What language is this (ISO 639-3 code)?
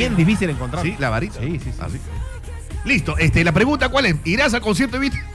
spa